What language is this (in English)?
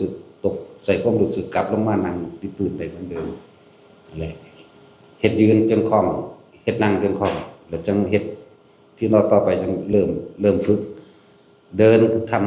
Lao